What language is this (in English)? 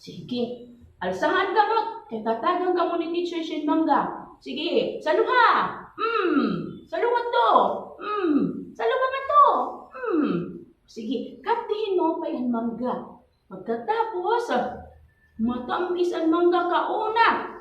Waray